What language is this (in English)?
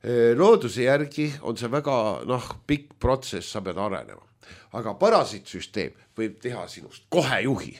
Estonian